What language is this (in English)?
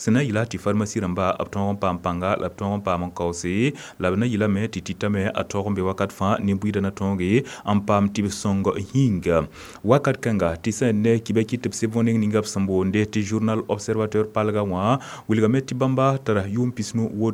Mossi